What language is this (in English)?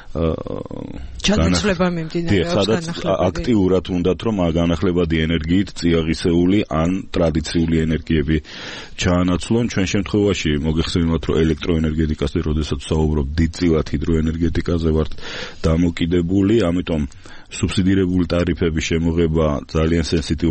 Georgian